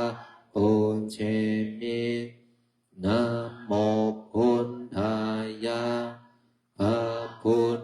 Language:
Pali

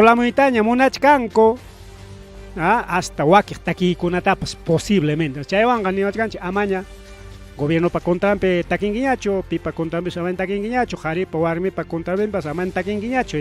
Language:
Ayacucho Quechua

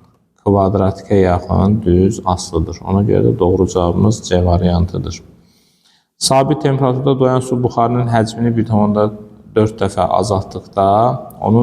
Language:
Azerbaijani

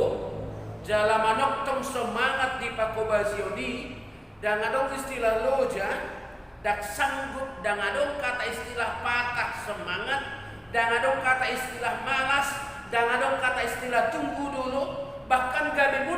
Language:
Batak Toba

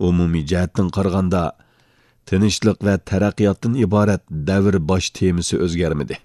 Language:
Uyghur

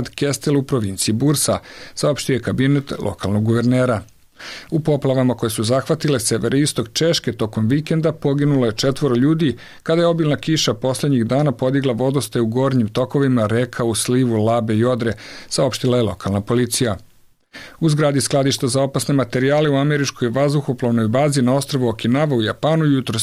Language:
Serbian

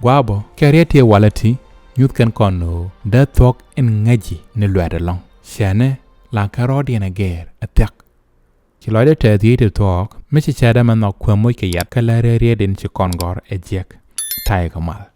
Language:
Nuer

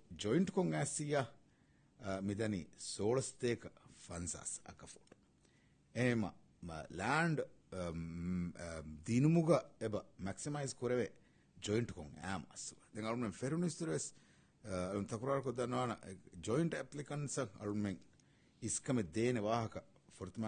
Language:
Divehi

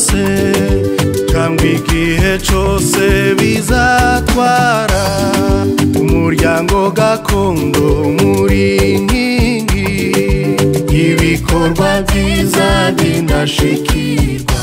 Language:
Kinyarwanda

